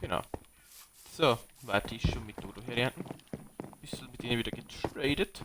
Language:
Bavarian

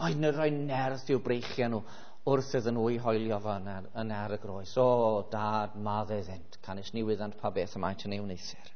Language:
Welsh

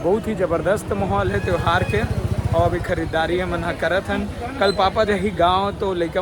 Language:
Chhattisgarhi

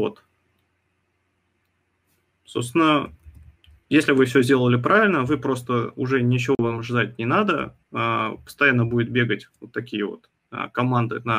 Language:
Russian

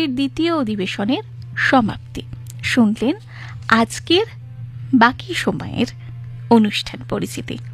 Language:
Bangla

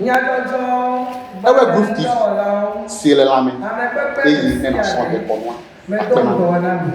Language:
Ewe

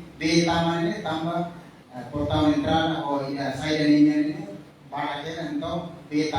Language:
Tetum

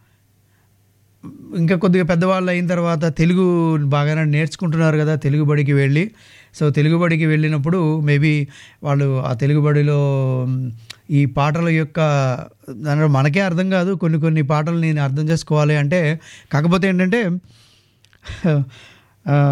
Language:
Telugu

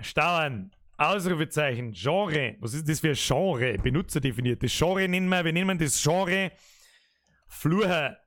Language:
Bavarian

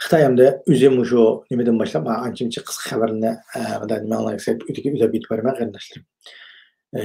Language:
Uyghur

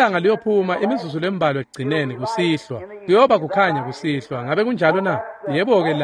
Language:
Swati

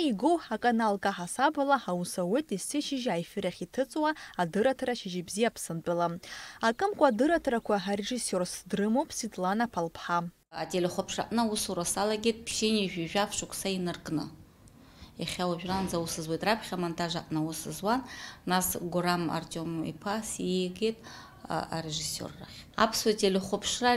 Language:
Abkhazian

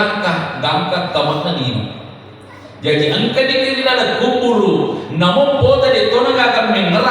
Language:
Buginese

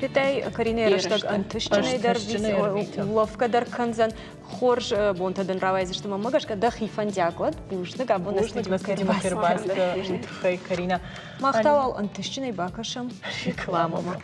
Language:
Ossetic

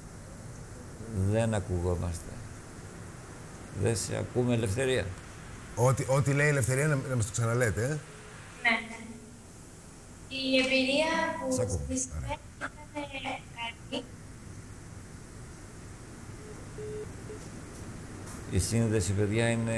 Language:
Greek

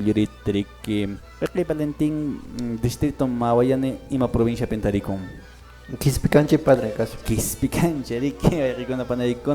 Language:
Quechua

